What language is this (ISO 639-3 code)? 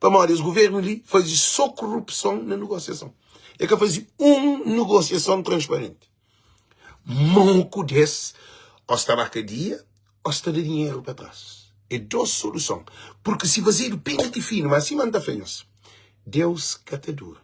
kea